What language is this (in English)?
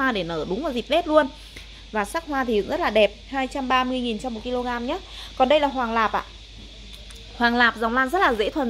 Vietnamese